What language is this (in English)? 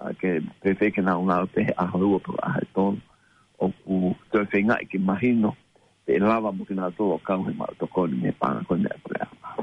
Tongan